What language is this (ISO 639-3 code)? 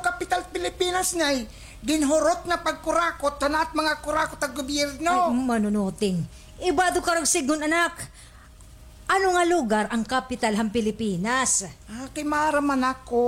war